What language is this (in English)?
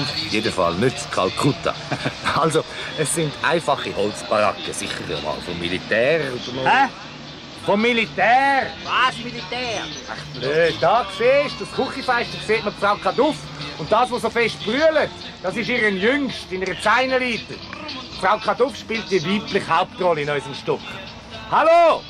Swiss German